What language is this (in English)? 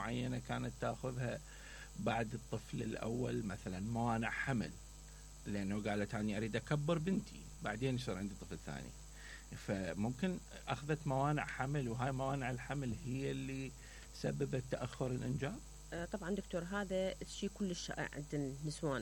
Mesopotamian Arabic